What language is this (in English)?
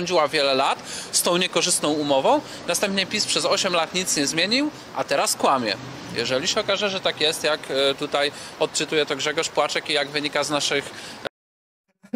Polish